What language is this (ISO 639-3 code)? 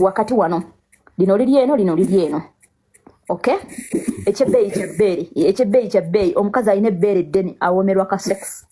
lug